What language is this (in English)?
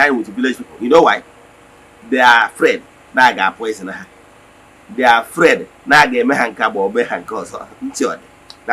Igbo